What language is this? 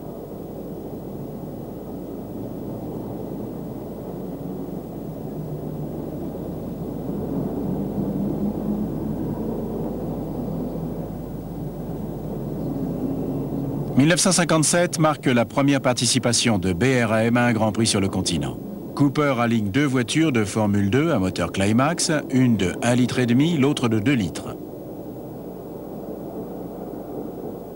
French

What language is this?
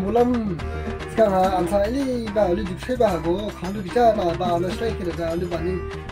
Dimasa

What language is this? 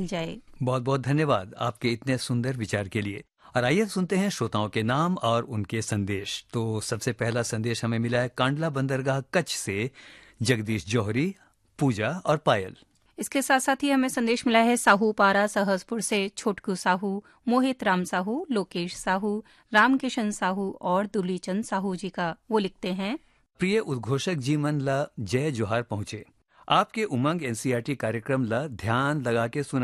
Hindi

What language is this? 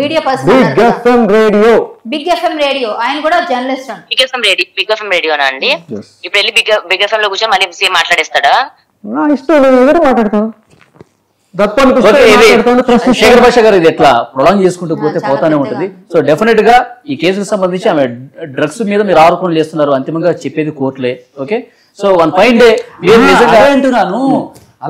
Telugu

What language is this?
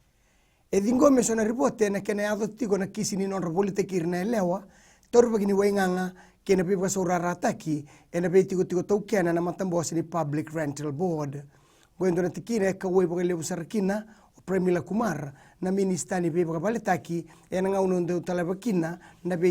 Fijian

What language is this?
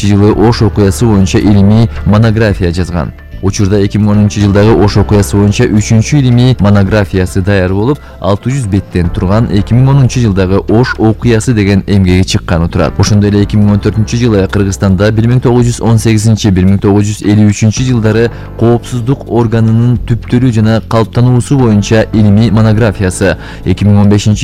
Kyrgyz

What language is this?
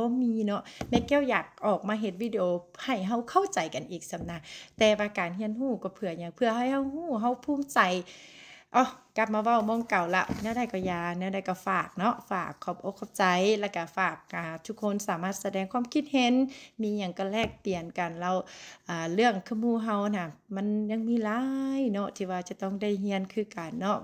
Lao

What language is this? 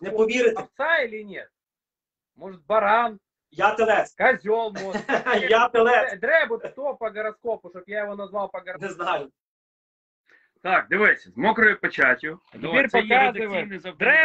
Ukrainian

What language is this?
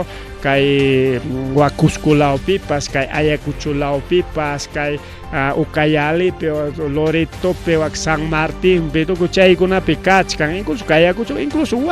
Ayacucho Quechua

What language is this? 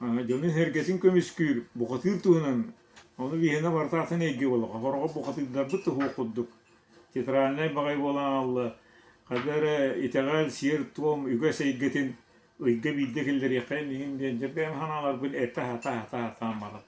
Yakut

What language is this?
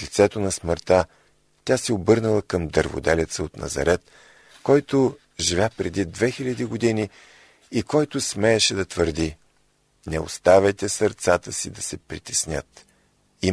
Bulgarian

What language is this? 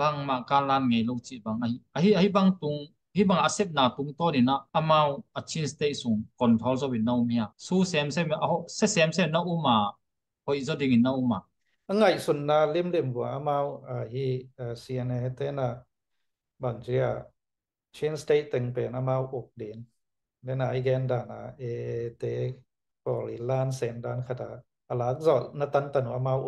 Tedim Chin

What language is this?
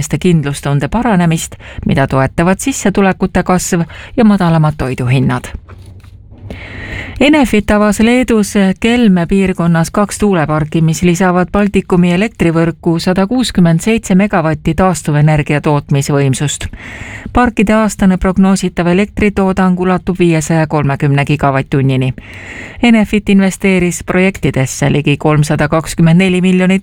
Estonian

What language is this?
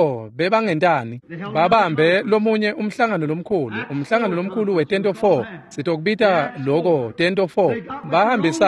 Swati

